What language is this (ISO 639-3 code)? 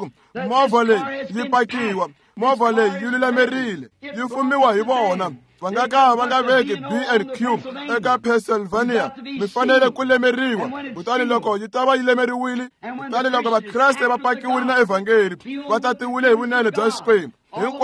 tso